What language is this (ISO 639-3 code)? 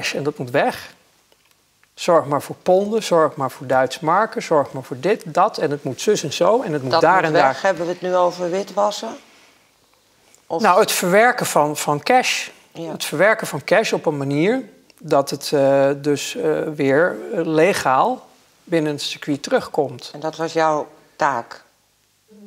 nld